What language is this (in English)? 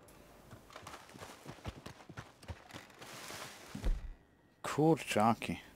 Polish